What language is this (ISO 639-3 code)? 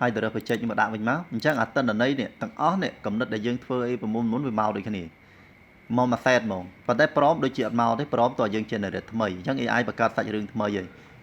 khm